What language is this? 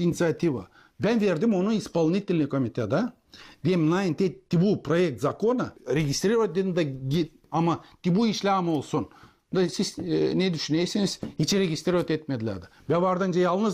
Gagauz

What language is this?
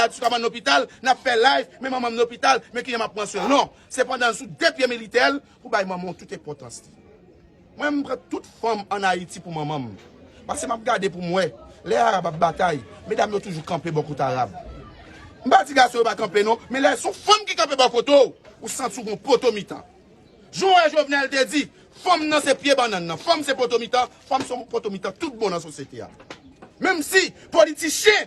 Haitian Creole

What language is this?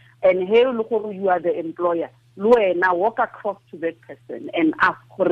Tswana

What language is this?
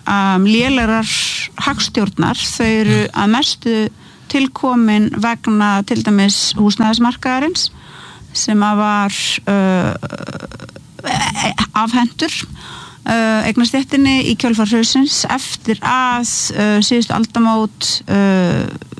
Icelandic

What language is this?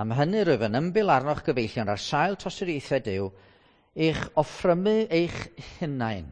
Welsh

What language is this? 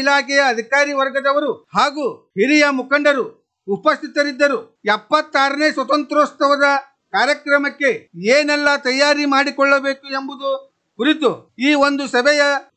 Kannada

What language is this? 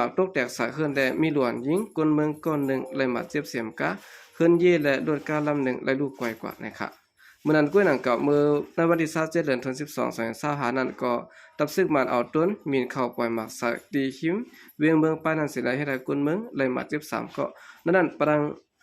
Shan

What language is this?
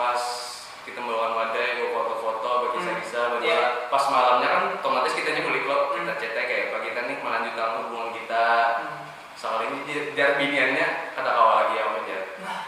Banjar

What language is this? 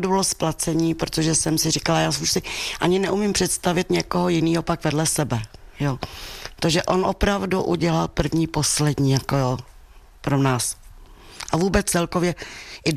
Czech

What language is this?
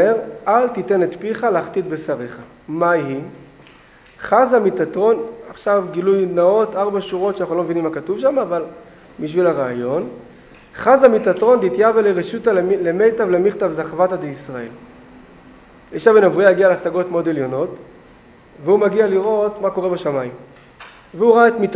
Hebrew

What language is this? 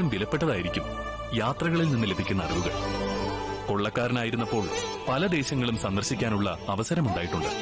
Malayalam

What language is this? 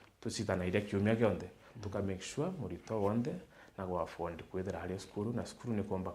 Meru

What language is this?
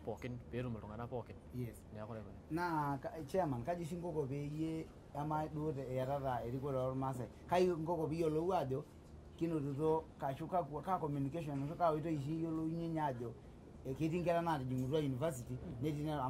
Masai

